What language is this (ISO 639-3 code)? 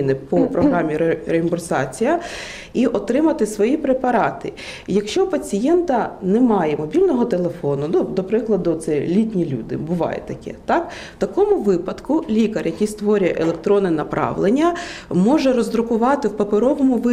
ukr